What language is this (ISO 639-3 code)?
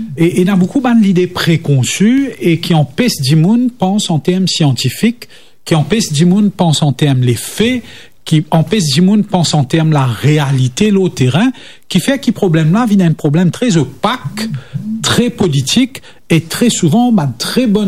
mfe